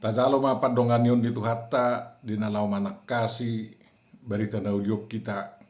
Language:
Batak Toba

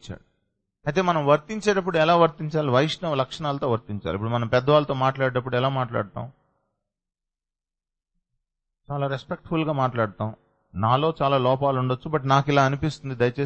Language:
Telugu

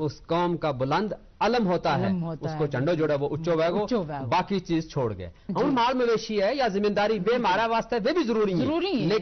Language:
Gujari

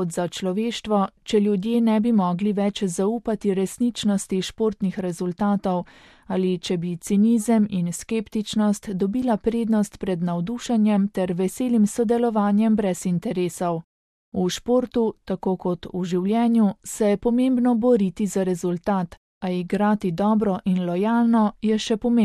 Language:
Slovenian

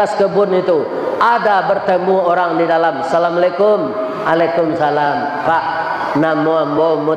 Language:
Minangkabau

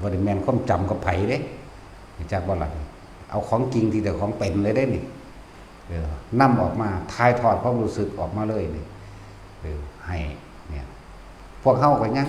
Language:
Northeastern Thai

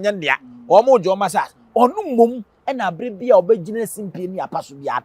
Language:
Akan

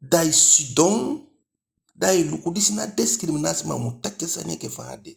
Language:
Eastern Maroon Creole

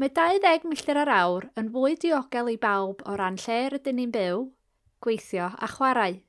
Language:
Welsh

